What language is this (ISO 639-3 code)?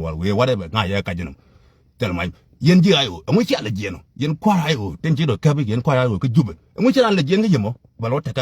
nus